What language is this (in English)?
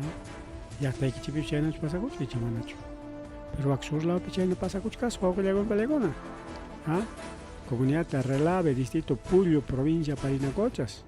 Ayacucho Quechua